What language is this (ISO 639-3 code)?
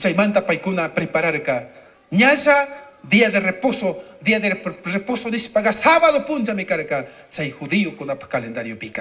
qug